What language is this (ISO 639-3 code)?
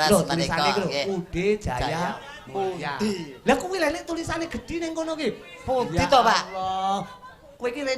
jav